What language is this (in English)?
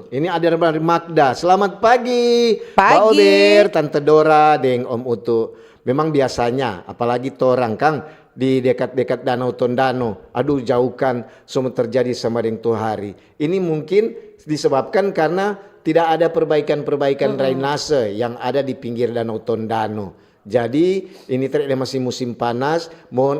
Manado Malay